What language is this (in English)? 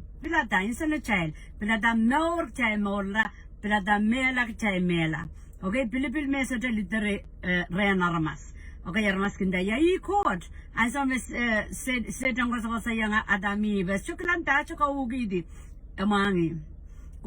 Pohnpeian